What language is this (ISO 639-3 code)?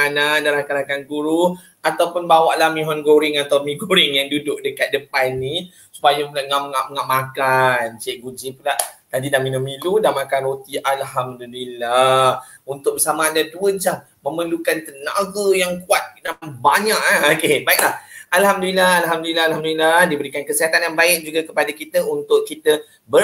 msa